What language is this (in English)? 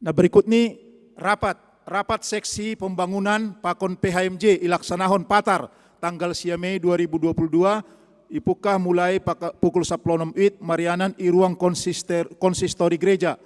Batak Simalungun